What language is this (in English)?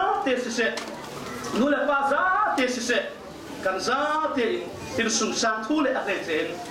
Falam Chin